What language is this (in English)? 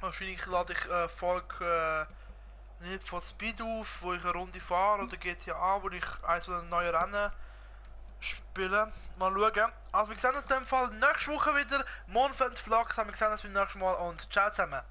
Swiss German